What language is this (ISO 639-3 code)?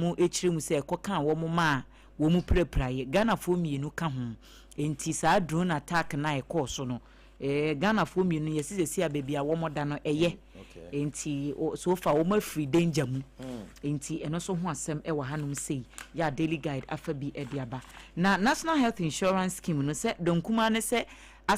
aka